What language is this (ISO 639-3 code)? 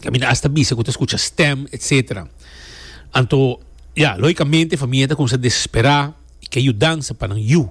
pap